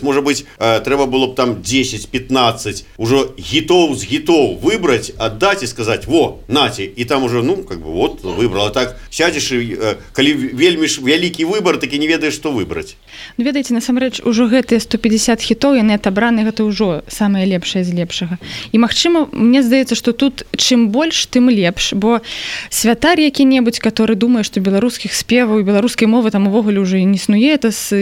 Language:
Belarusian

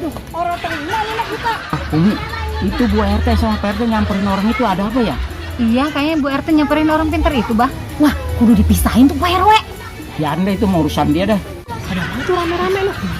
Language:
Betawi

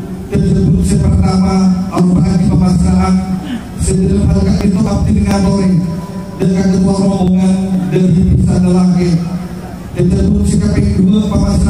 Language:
Madurese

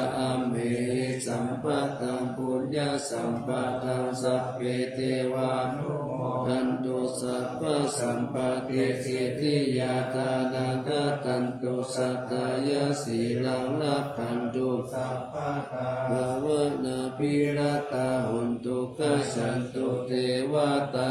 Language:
Pali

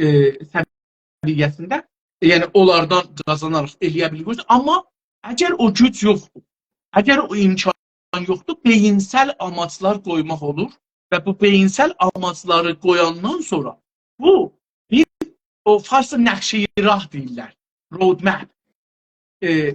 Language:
South Azerbaijani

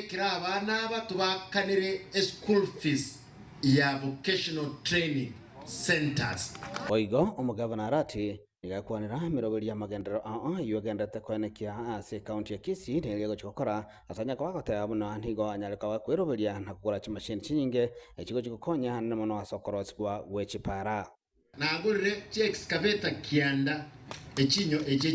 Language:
Gusii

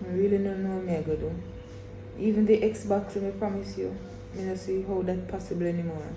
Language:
Jamaican Creole English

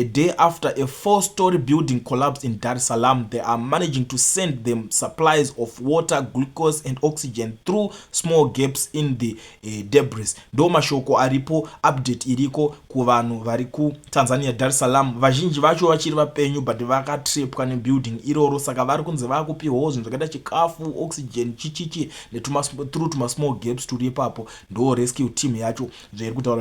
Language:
Shona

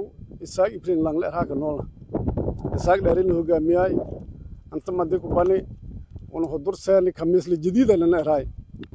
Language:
Somali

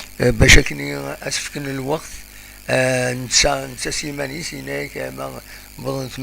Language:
Kabyle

